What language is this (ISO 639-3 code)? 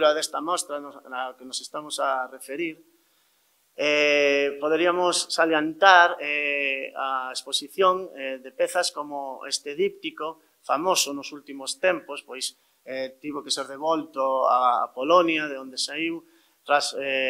glg